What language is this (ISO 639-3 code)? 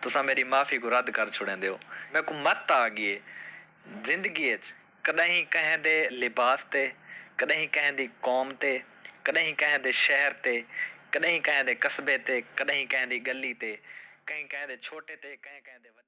skr